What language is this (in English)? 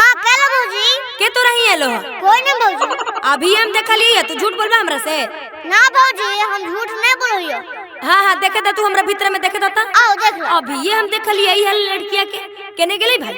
Magahi